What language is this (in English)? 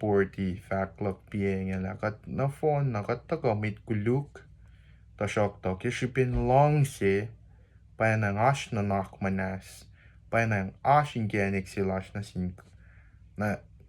Kosraean